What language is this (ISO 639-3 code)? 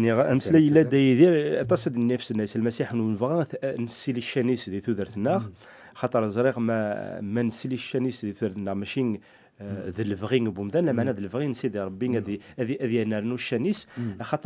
kab